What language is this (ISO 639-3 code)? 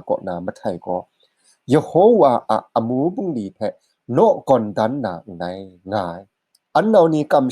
kac